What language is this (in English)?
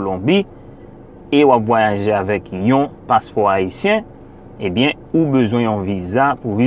Haitian Creole